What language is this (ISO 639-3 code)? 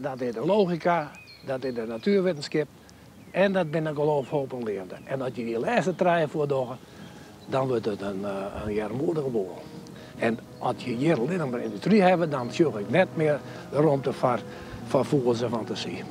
fry